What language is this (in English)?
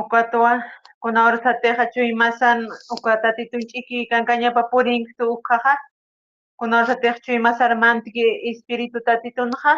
Aymara